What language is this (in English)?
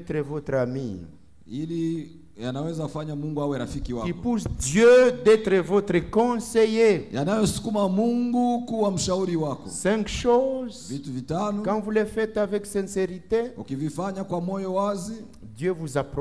Swahili